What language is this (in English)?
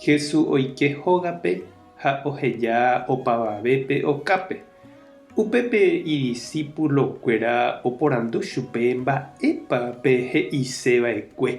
Guarani